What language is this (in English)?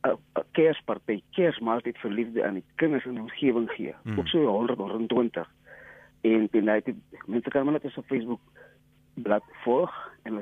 Afrikaans